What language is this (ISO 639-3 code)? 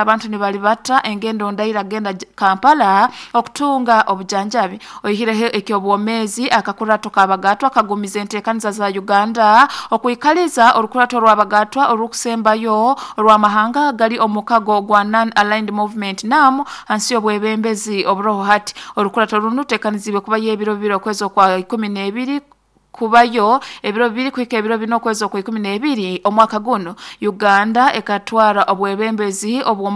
nyo